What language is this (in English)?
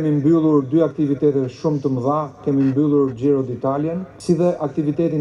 Albanian